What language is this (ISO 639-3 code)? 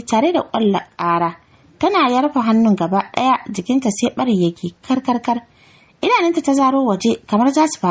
hau